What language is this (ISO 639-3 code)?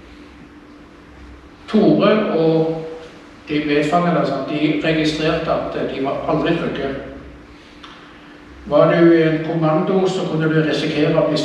nor